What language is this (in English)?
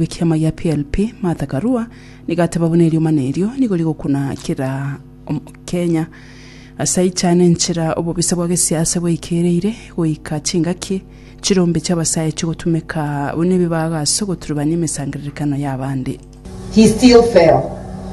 Gusii